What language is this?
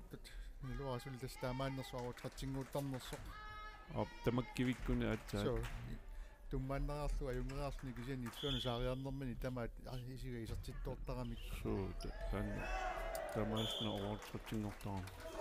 Kalaallisut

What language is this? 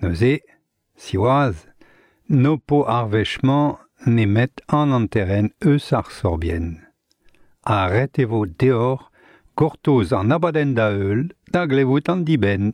Breton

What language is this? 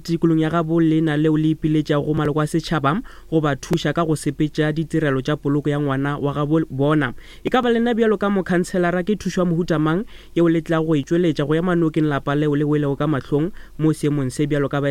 Northern Sotho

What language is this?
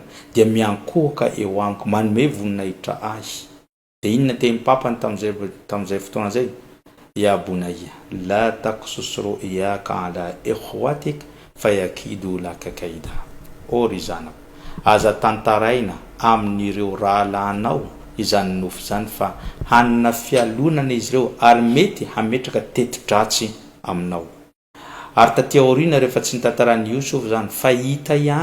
Malagasy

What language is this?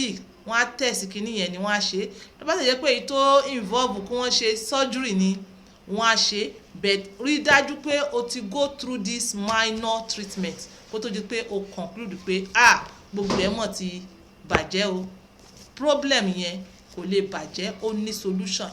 Yoruba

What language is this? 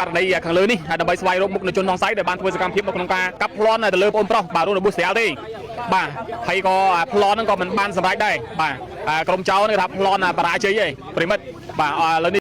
Khmer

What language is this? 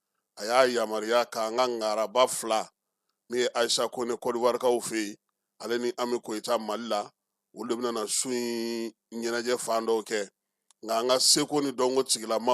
Bambara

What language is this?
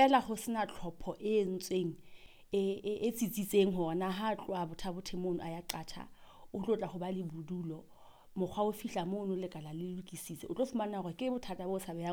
Southern Sotho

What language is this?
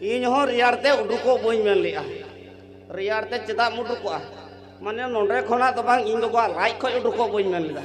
Santali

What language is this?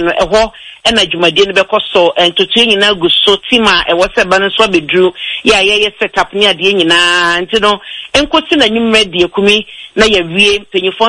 Akan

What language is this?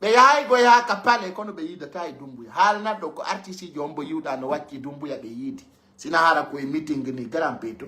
Fula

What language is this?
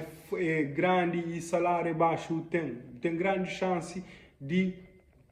Kabuverdianu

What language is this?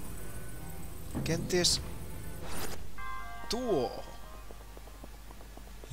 Finnish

